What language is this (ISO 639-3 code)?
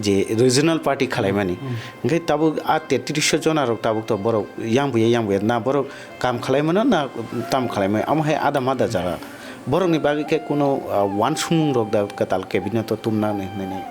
trp